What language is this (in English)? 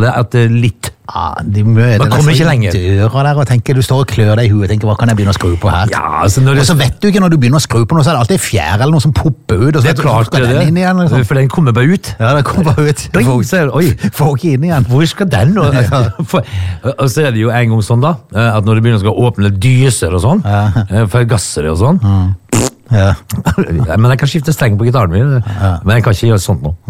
Norwegian